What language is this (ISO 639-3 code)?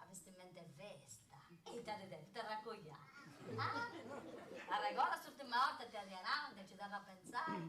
srd